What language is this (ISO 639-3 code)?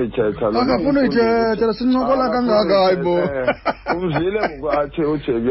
xho